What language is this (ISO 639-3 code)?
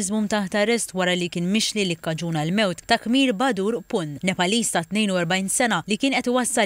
mlt